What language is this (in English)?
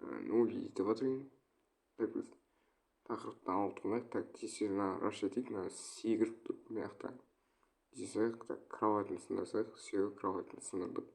Kazakh